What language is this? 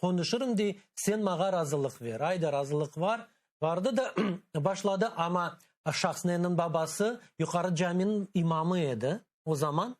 Crimean Tatar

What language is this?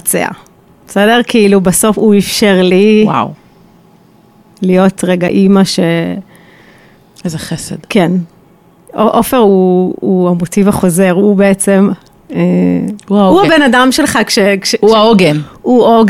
Hebrew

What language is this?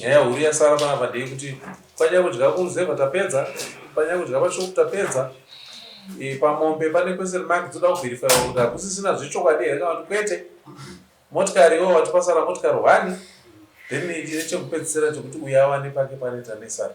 Shona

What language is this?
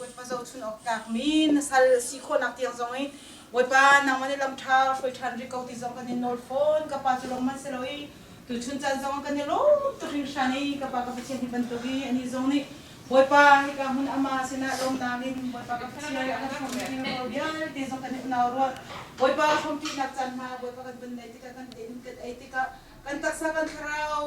Hakha Chin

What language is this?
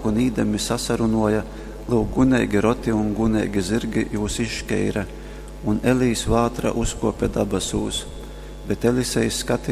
Latgalian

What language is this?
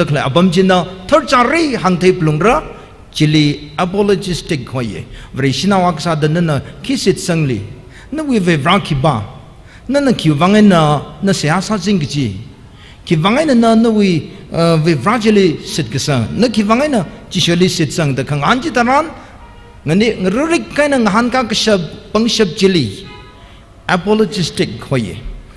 Tangkhul Naga (India)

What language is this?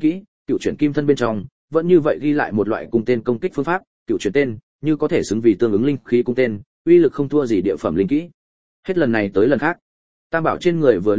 Vietnamese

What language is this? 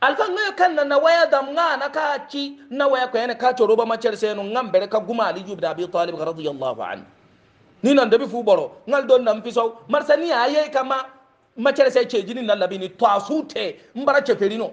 Hausa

